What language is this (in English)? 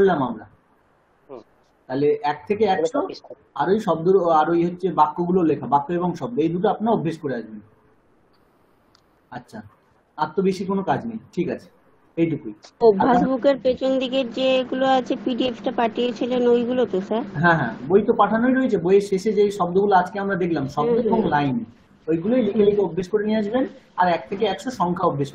Bangla